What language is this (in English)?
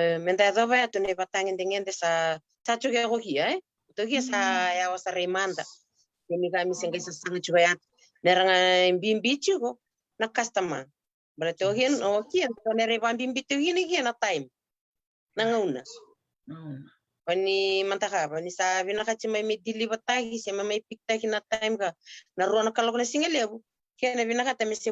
Fijian